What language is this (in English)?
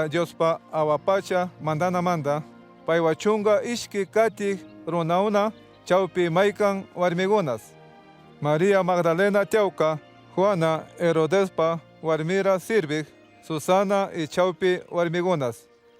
Chimborazo Highland Quichua